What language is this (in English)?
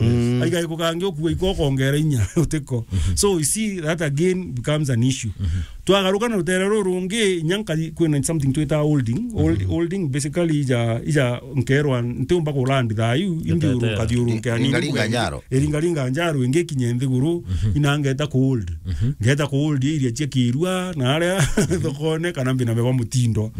Meru